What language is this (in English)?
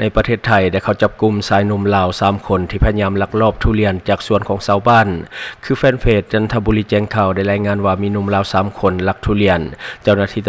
Lao